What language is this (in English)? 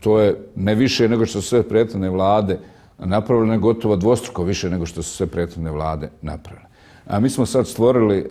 Bosnian